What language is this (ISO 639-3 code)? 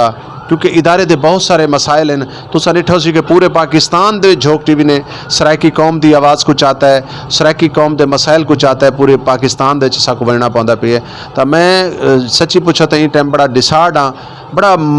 skr